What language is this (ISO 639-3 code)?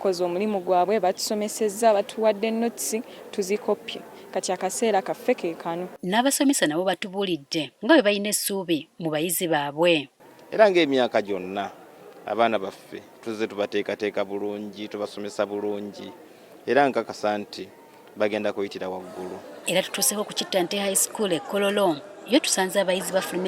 lug